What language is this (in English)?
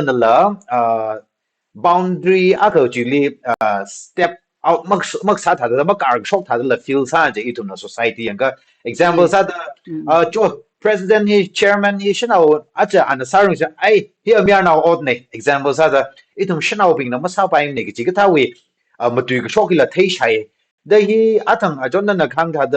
Tangkhul Naga (India)